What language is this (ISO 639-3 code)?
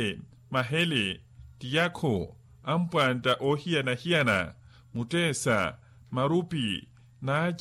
vmw